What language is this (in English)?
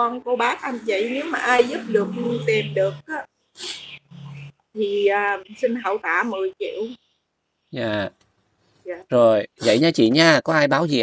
Vietnamese